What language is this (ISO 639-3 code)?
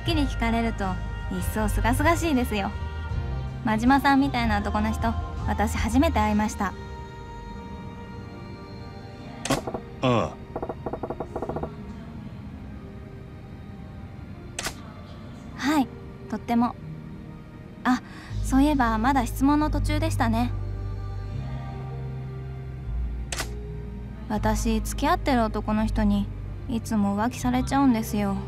jpn